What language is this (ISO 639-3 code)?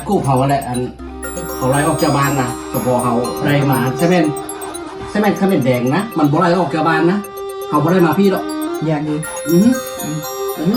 lao